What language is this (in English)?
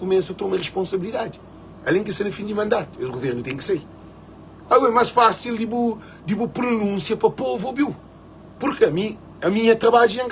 Kabuverdianu